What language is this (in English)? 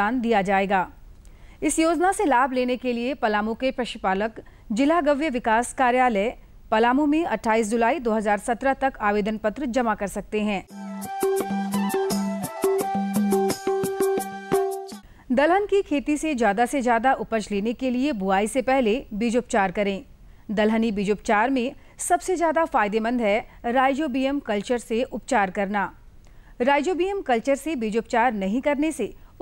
Hindi